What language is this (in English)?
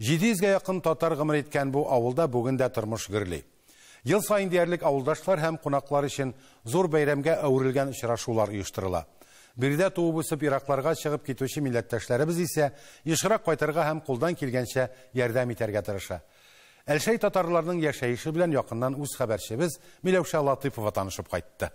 Tatar